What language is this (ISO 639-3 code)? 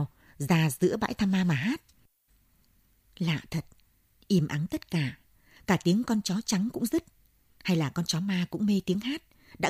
vie